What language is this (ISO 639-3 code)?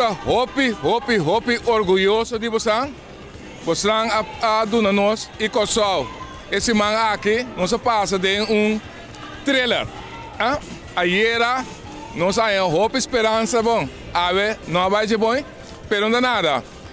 pap